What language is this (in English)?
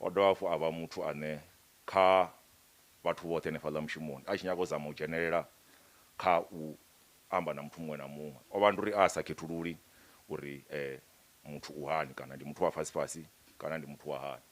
Venda